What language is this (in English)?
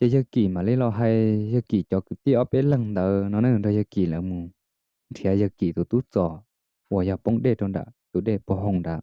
Hmong